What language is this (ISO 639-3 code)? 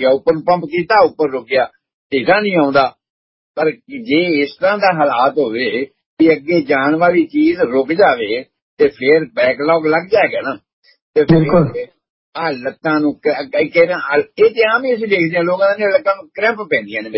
pan